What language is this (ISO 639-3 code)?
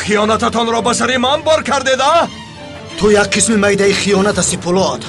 tgk